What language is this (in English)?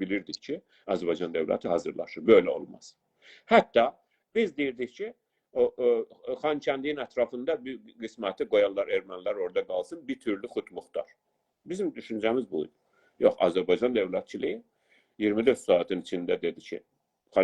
South Azerbaijani